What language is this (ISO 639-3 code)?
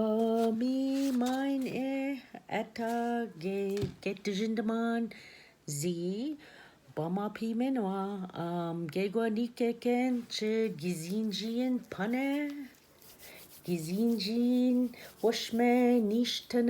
oji